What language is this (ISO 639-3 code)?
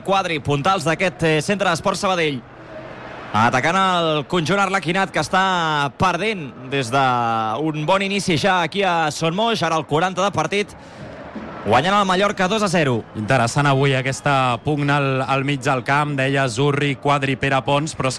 cat